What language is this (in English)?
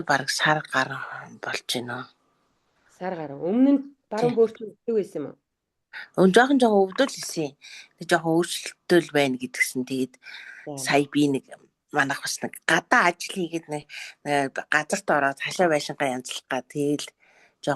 Mongolian